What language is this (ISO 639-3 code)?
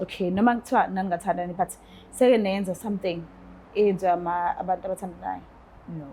zul